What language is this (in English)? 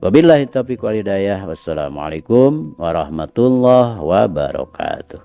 Sundanese